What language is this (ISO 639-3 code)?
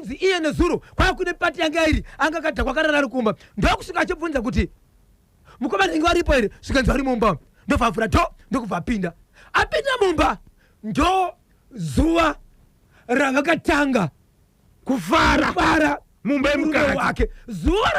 sna